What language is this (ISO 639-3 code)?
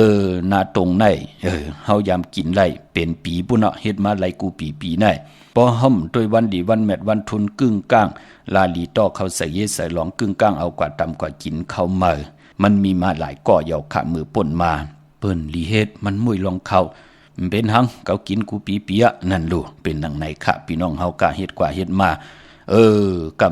shn